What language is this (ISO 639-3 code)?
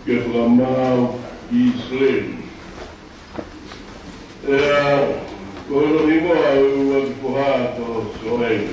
ton